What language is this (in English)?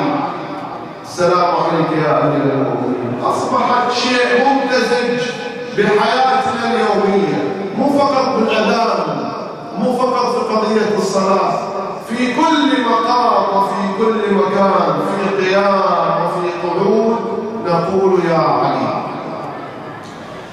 Arabic